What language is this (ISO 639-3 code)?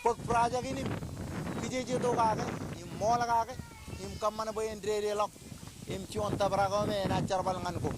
mah